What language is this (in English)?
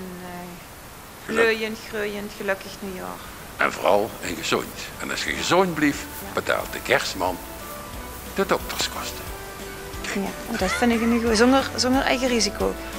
Limburgish